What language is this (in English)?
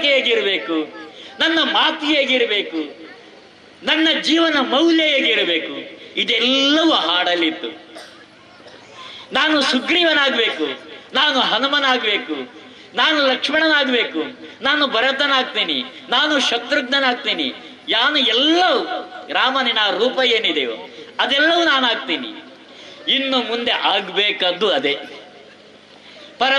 Kannada